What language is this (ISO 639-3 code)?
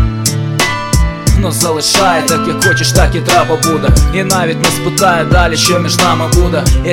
ukr